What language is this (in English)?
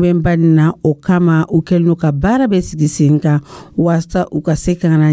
Dyula